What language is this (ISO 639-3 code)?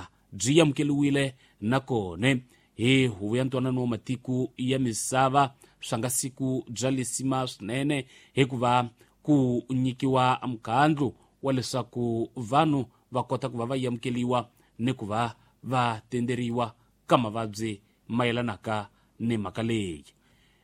tso